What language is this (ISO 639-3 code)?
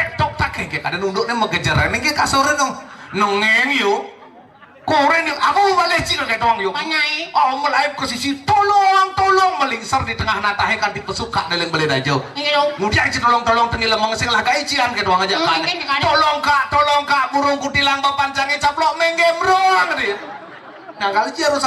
ban